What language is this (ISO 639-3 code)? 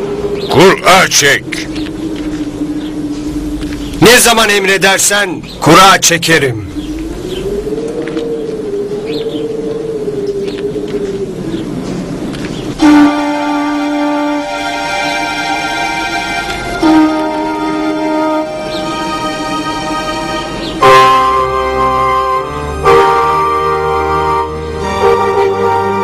tur